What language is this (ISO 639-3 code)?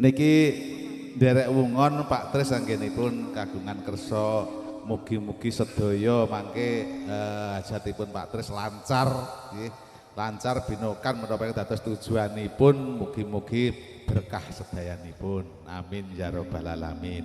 jav